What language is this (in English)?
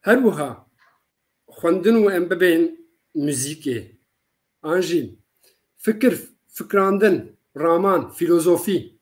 Kurdish